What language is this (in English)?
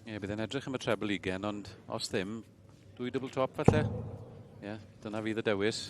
Welsh